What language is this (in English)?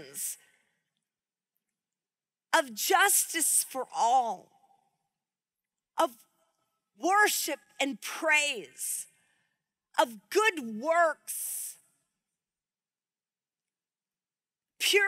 English